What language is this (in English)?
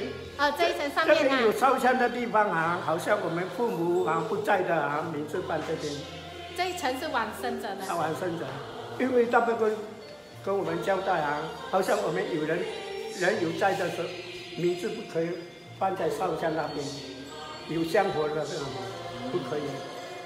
Chinese